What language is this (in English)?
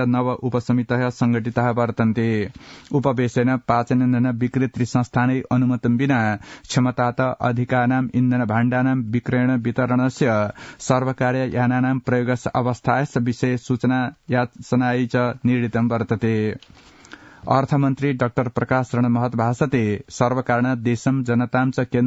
Sanskrit